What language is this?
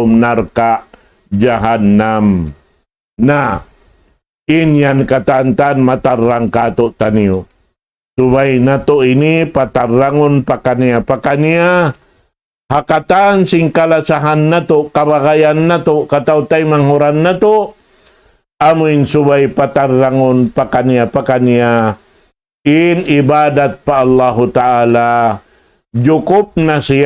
Tausug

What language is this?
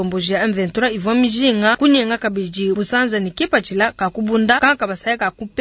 Luba-Lulua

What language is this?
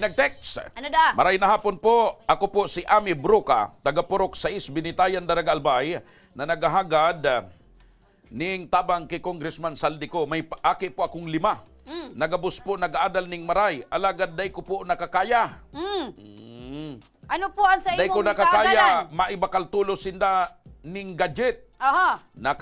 Bikol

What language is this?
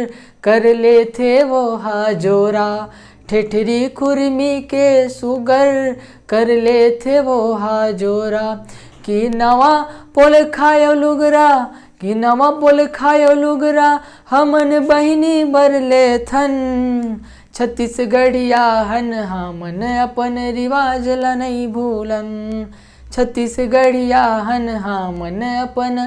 Chhattisgarhi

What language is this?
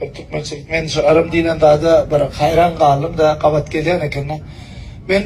Turkmen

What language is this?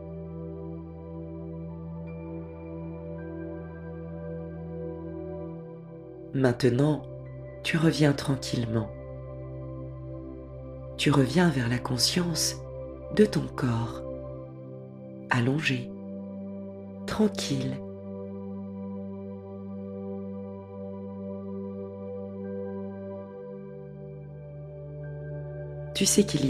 French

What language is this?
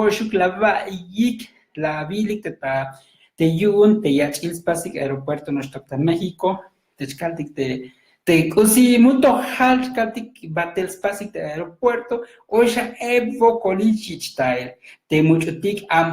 Tzotzil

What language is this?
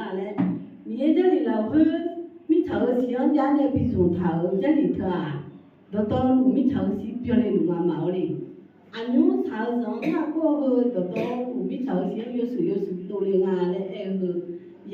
Akha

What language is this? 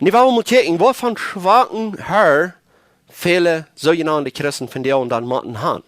Plautdietsch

